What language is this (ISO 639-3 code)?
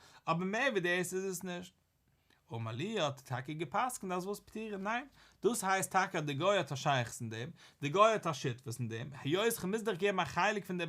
yid